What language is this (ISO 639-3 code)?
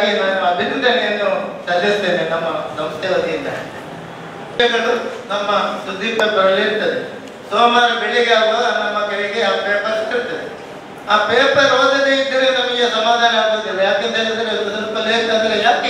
kan